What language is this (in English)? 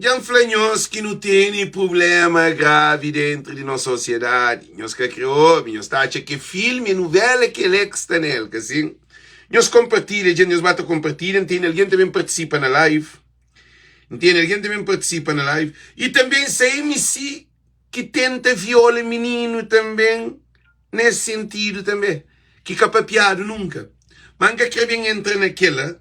Kabuverdianu